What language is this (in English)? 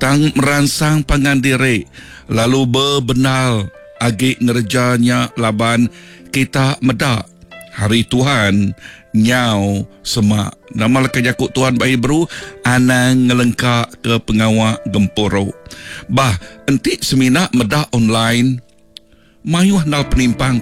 Iban